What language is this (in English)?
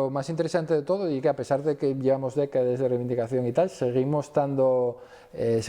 Asturian